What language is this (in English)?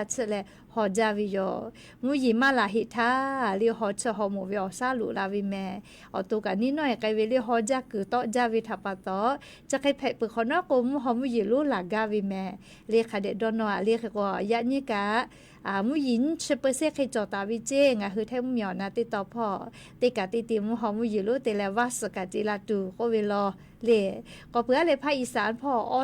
Lahu